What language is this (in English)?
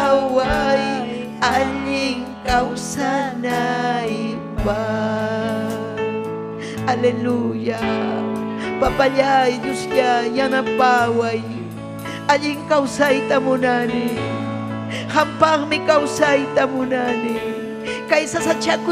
Ayacucho Quechua